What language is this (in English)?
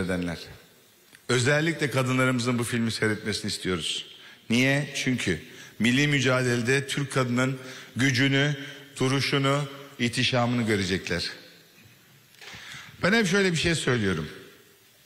Turkish